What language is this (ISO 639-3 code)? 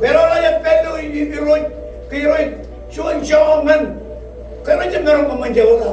mah